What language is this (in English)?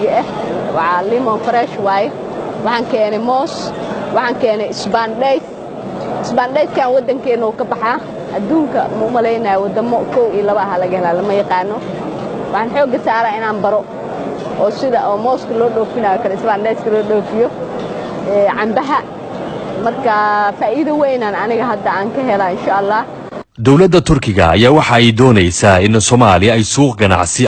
Somali